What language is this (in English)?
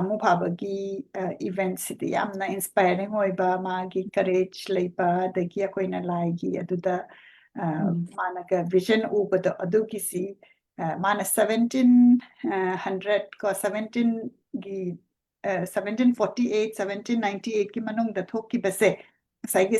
Manipuri